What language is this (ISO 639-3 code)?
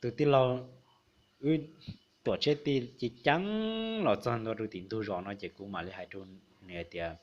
hmn